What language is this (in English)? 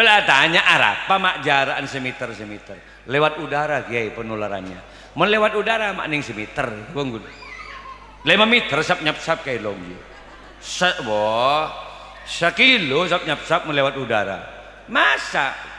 Madurese